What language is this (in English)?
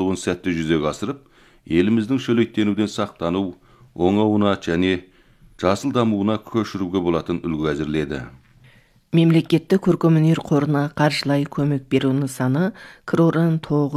Kazakh